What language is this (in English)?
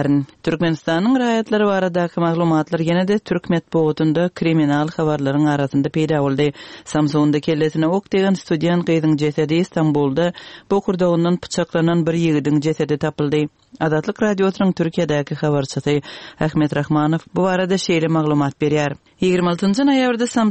Turkmen